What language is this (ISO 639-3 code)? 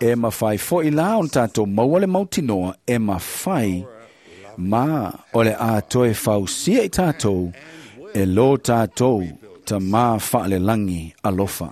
smo